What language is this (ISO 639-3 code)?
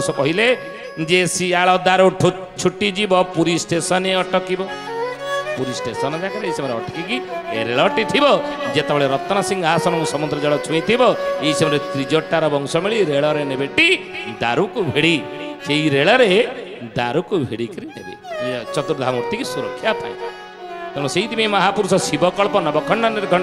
ori